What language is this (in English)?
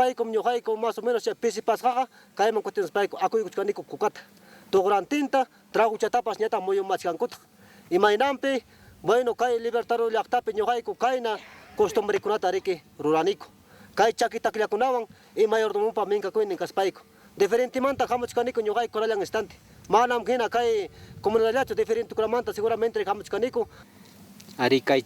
Ayacucho Quechua